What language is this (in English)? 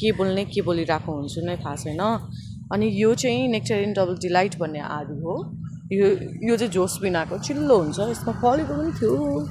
Nepali